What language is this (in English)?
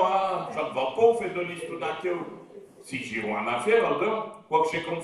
Picard